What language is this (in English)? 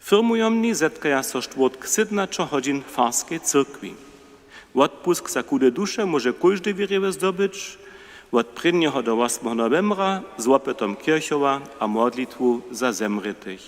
Upper Sorbian